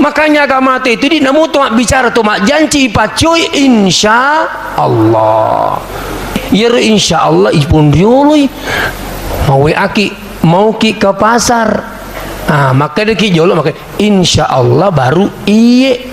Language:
Buginese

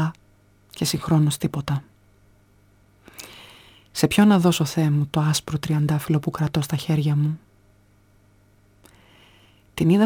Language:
Greek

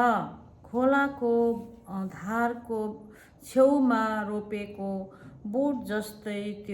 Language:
Nepali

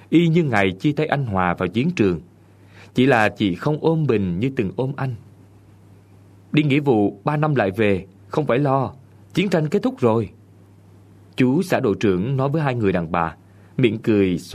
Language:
Vietnamese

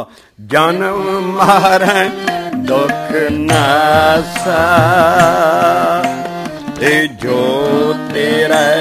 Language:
Punjabi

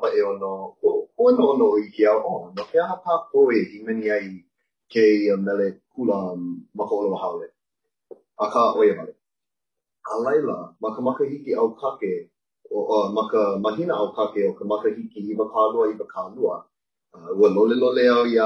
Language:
Hawaiian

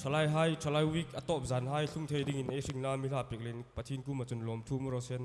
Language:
Hmar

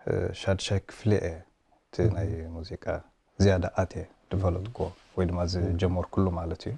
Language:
Tigrinya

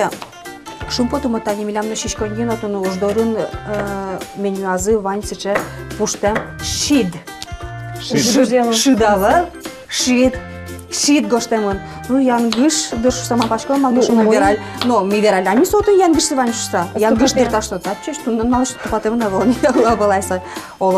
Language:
Udmurt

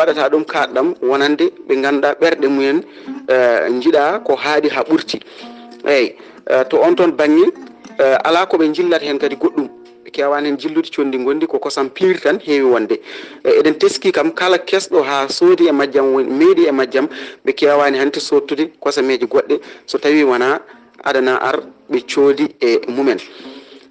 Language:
Fula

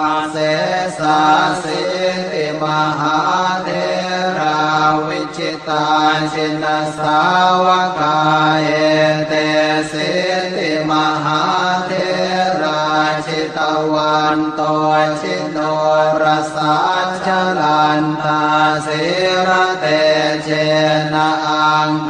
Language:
Pali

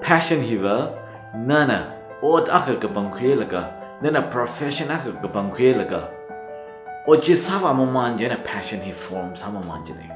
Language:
Tangkhul Naga (India)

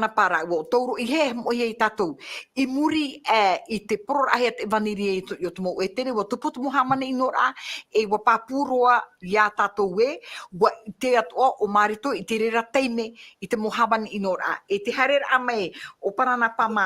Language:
Tahitian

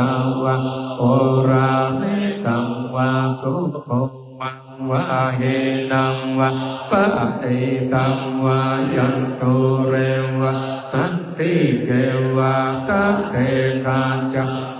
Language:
Pali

